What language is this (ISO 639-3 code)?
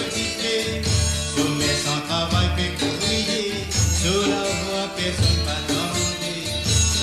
mfe